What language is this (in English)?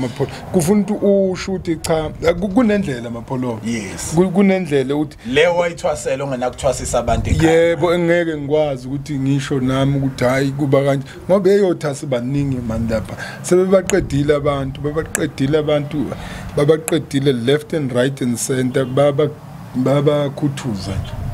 Zulu